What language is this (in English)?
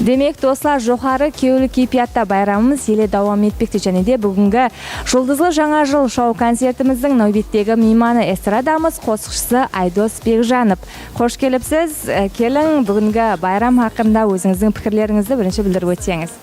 Kara-Kalpak